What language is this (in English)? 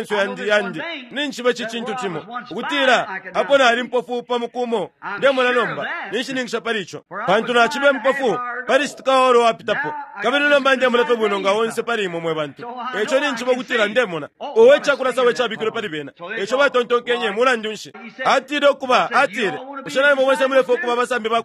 Bemba